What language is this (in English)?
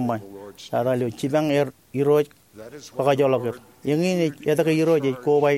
Marshallese